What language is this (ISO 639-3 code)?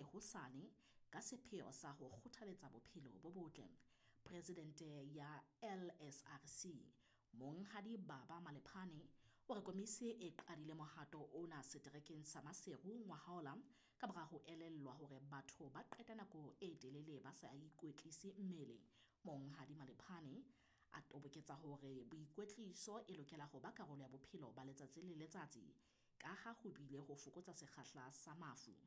sot